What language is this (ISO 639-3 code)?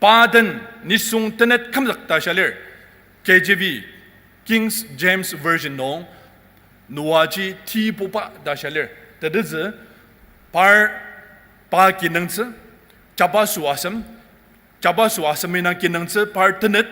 njo